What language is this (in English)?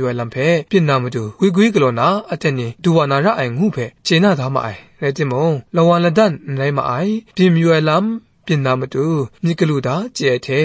Kachin